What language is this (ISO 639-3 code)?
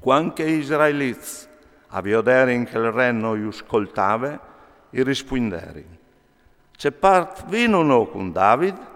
fur